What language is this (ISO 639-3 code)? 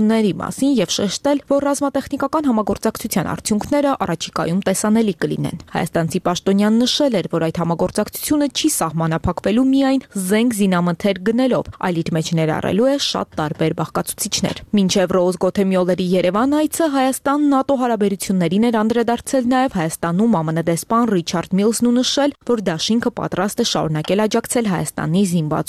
hye